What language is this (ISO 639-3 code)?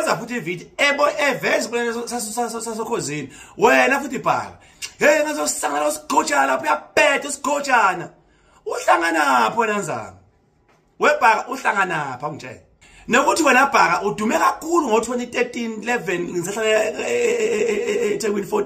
zul